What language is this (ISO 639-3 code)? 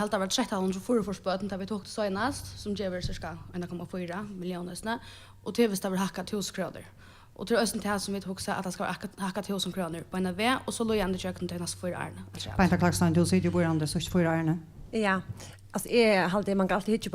fao